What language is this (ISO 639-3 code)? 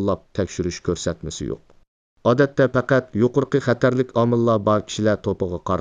uig